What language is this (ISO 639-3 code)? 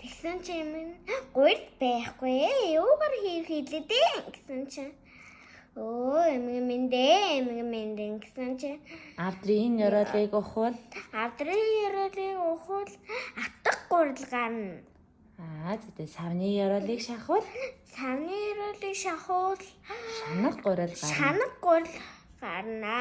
mon